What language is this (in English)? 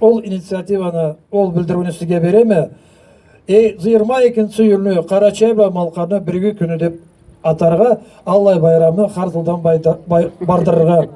Karachay-Balkar